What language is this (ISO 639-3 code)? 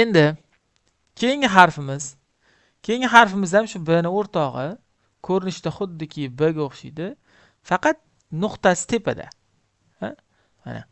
uzb